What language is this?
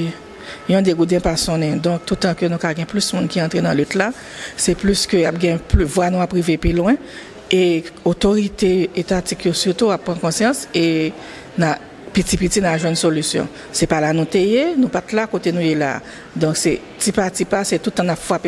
Haitian Creole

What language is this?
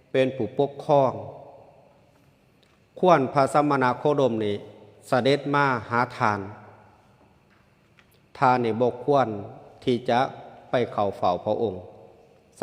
Lao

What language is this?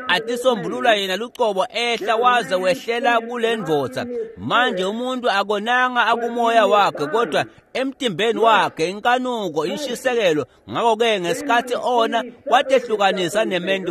Swati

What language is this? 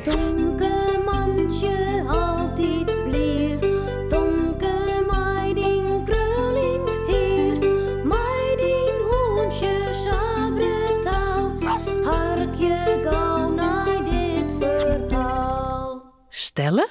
Western Frisian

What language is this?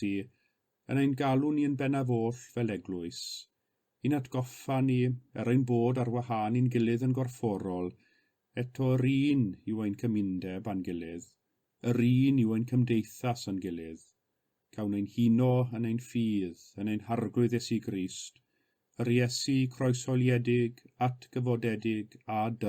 Welsh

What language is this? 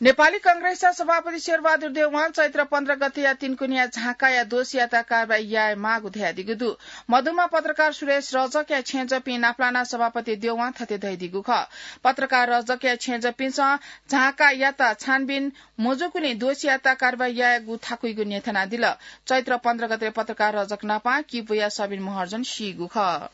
Newari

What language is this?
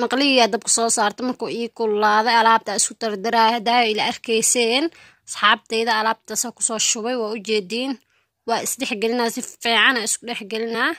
Somali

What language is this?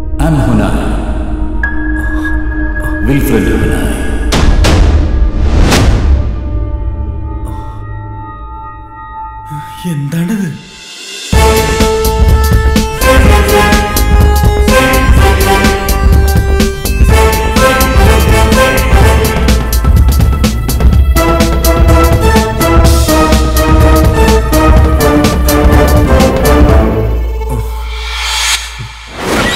Malayalam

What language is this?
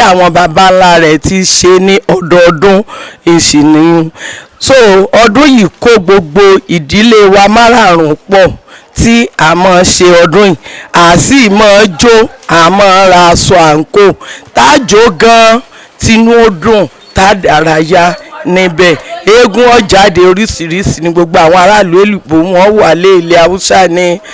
Yoruba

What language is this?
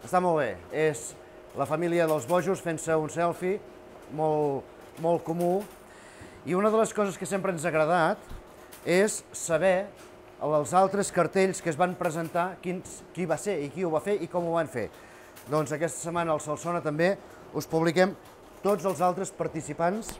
Catalan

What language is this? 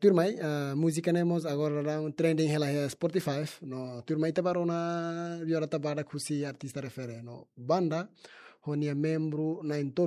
Tetum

